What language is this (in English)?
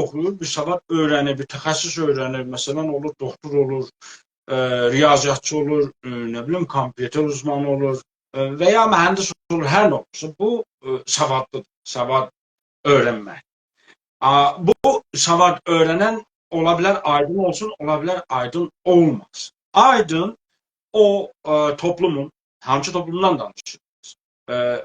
South Azerbaijani